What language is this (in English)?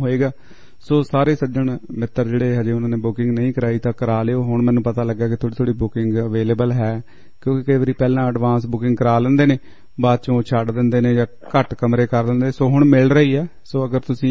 Punjabi